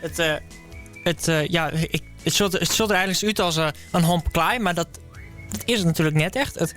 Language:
Western Frisian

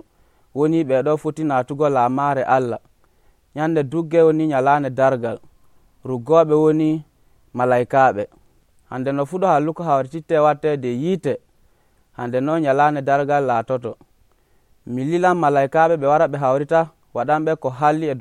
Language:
Nigerian Fulfulde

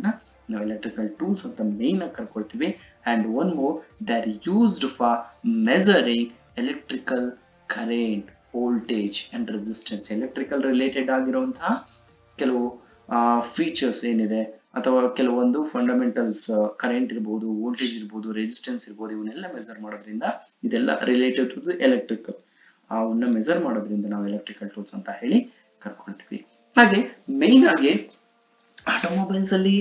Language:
Kannada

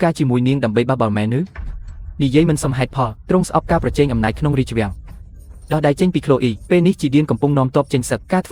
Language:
Khmer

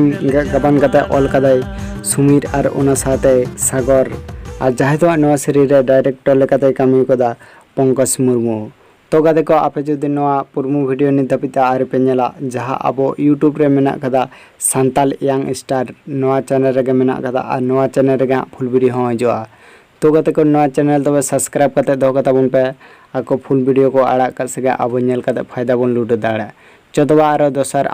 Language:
Santali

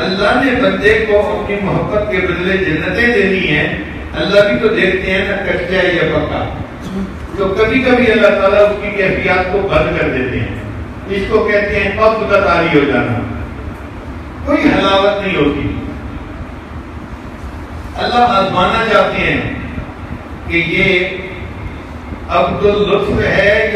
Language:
Urdu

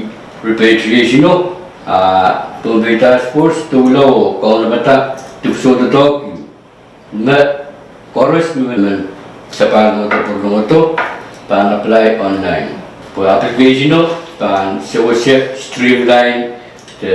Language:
Pohnpeian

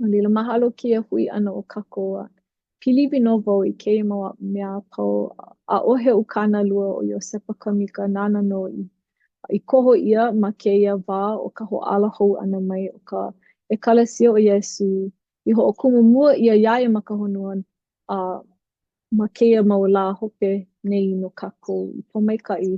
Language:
Hawaiian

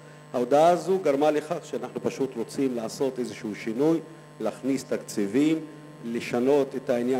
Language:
Hebrew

